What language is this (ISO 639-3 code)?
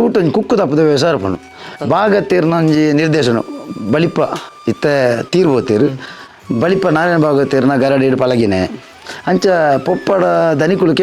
tcy